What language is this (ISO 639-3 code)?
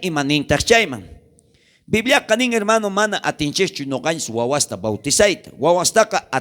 quh